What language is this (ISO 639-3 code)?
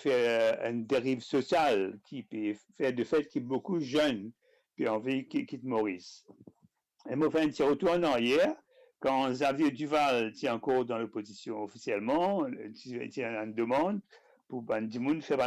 mfe